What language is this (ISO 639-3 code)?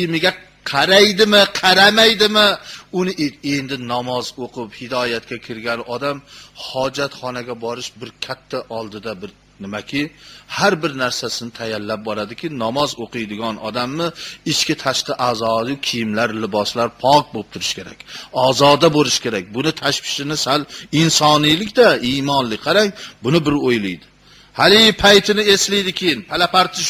uzb